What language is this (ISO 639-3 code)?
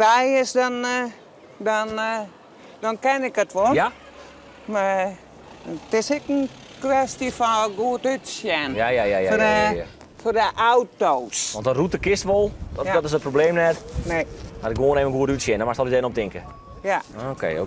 fry